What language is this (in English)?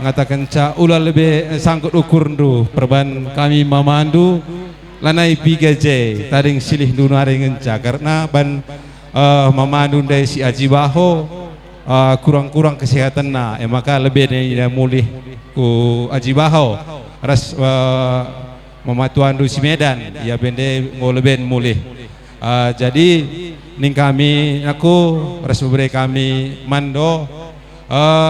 Batak Karo